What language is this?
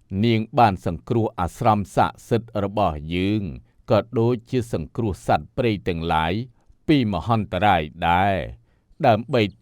Khmer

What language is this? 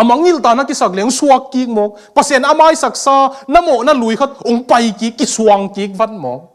Tedim Chin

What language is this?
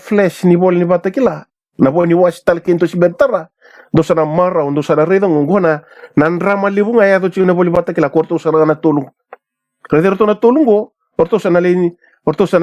Fijian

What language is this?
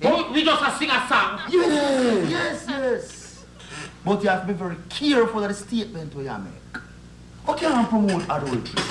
Jamaican Creole English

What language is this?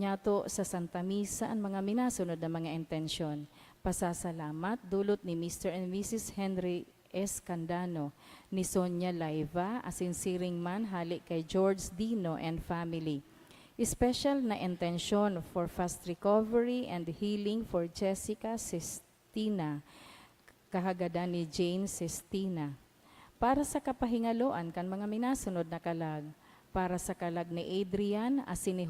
Bikol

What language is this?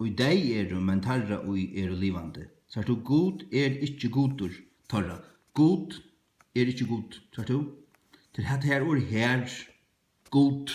Faroese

